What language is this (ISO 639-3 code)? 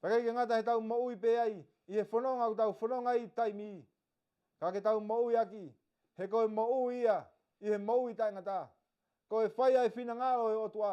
ton